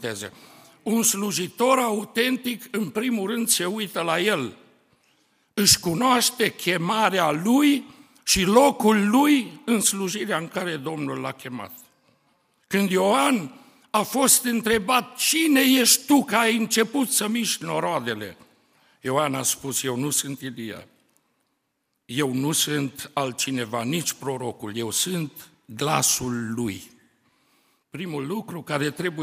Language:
Romanian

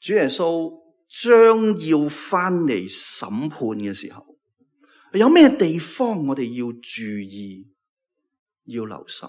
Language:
Cantonese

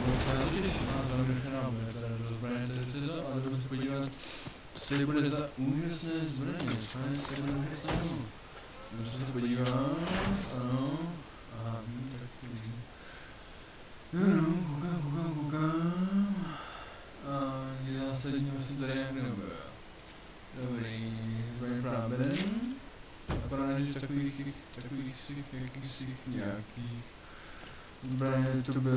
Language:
Czech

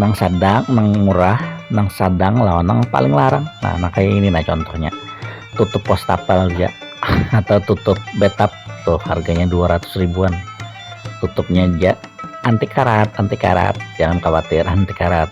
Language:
Banjar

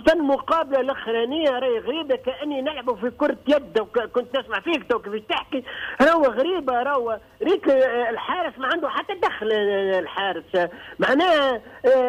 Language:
Tunisian Arabic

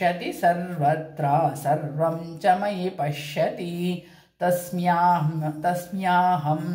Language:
Sanskrit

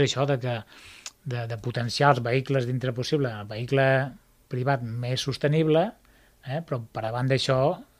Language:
Catalan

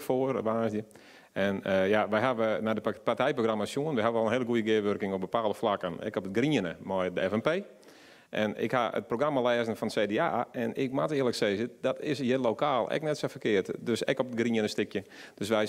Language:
Western Frisian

